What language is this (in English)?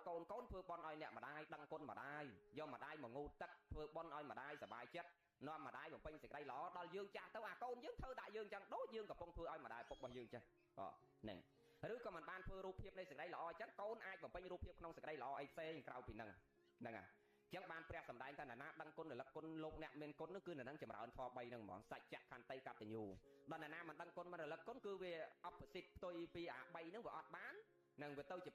Khmer